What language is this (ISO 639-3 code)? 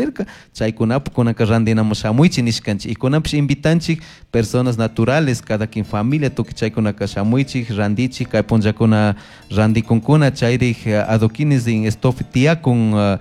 qug